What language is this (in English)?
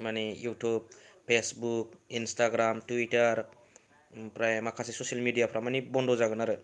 Bodo